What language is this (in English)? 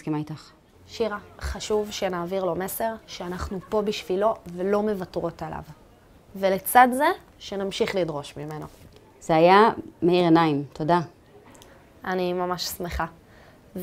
Hebrew